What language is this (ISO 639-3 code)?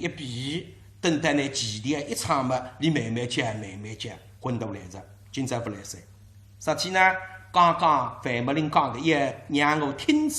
wuu